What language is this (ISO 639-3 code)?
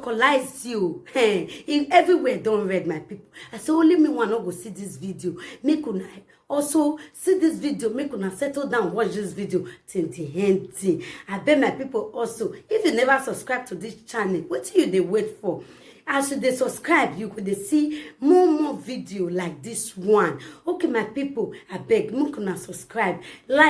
pcm